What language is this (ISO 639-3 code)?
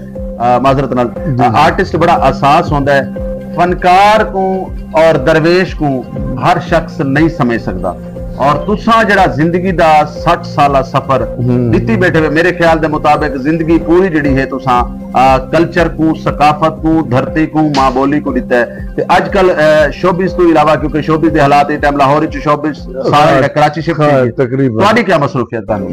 skr